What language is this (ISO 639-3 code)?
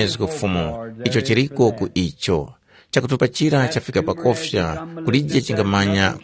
tum